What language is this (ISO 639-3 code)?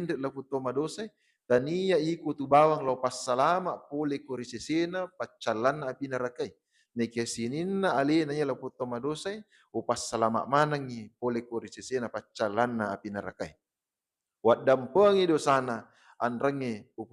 bug